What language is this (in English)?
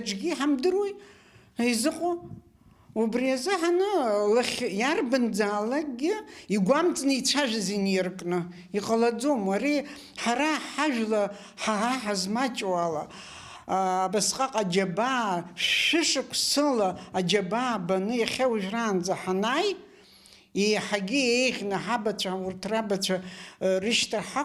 Abkhazian